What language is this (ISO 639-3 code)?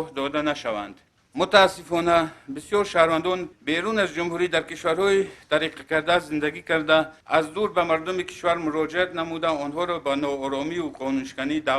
tgk